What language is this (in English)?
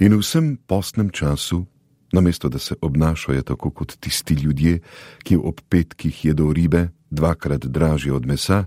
Slovenian